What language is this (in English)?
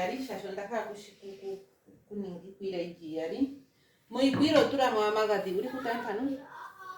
Ndonga